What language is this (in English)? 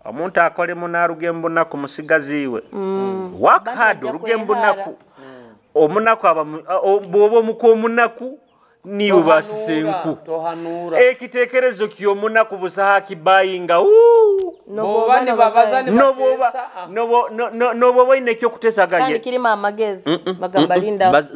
Nyoro